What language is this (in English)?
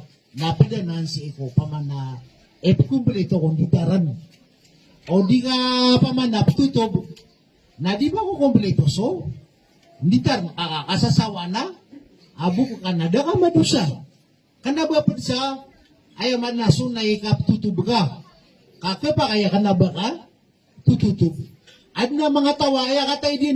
Maranao